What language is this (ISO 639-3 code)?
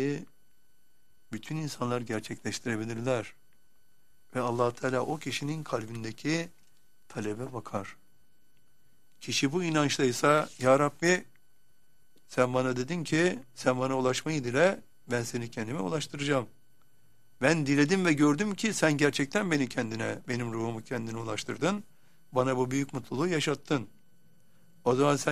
tur